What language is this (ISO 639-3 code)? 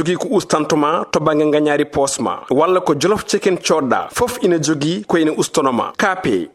ful